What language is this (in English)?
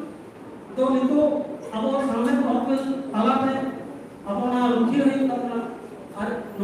Santali